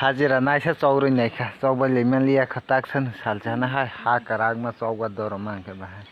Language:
Kok Borok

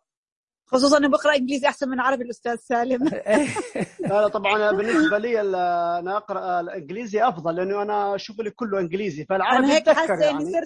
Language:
Najdi Arabic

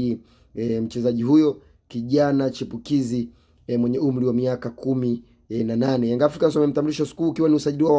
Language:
Swahili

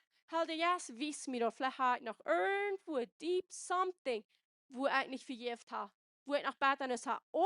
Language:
Plautdietsch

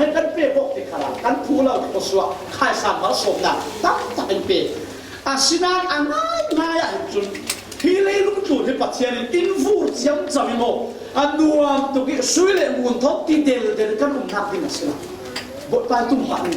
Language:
Falam Chin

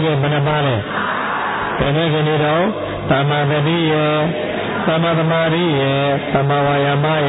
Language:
Burmese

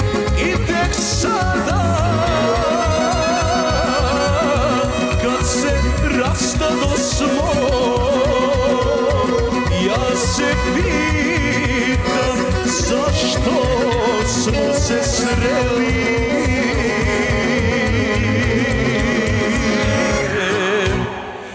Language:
Serbian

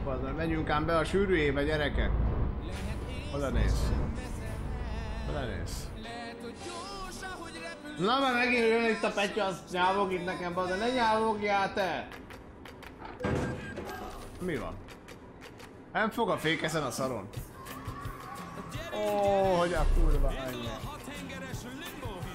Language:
Hungarian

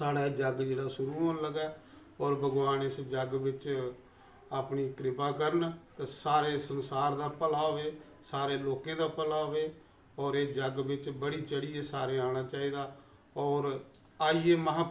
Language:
Dogri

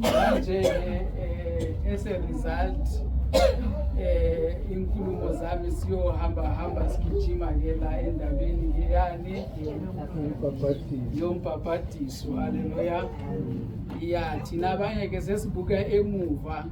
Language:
Zulu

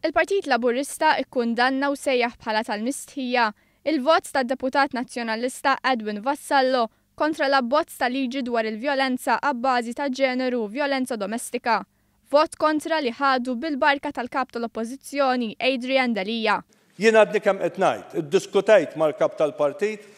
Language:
Maltese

